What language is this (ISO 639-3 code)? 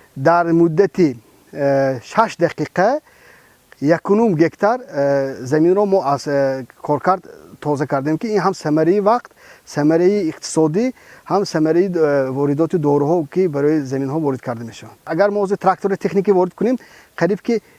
tgk